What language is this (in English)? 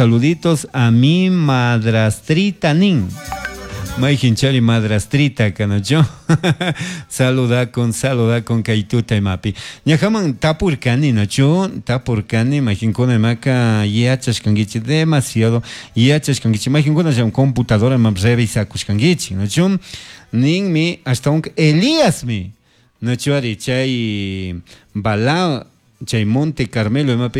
Chimborazo Highland Quichua